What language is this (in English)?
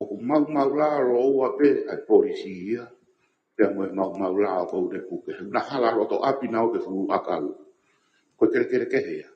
Tongan